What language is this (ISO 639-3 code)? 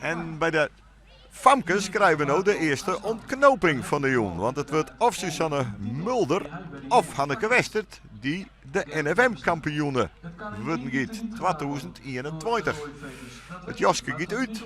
fry